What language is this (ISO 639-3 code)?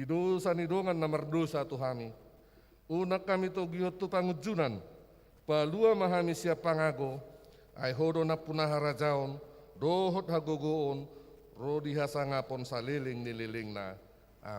bbc